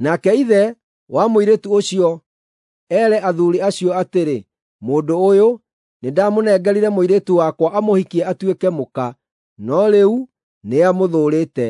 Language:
Kikuyu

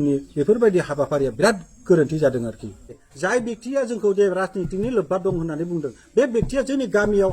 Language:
Bodo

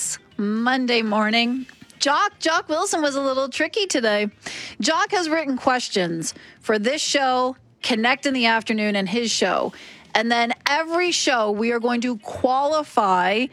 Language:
English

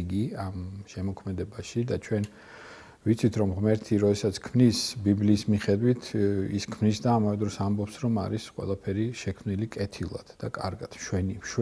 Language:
Georgian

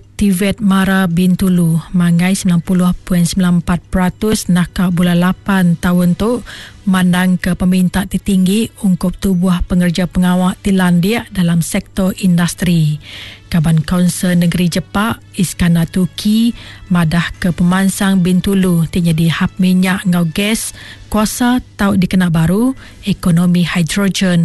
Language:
Iban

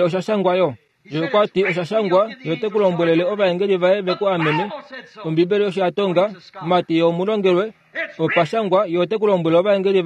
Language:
Kuanyama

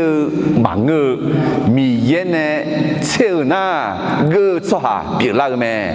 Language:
Akha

